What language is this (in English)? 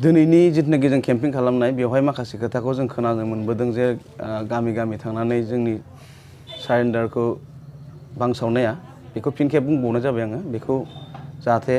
Bodo